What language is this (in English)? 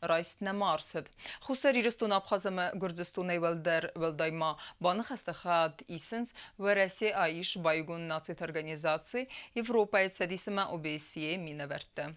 Ossetic